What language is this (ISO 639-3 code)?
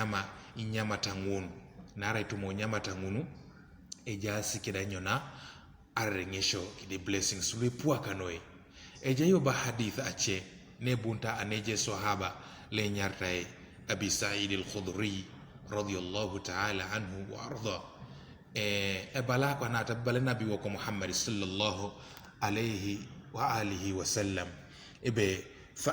teo